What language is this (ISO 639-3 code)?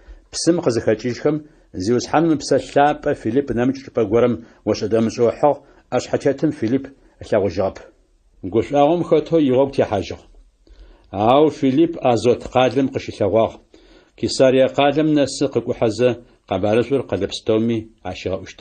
ady